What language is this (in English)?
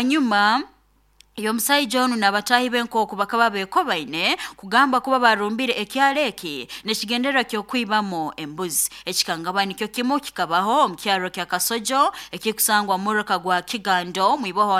Nyoro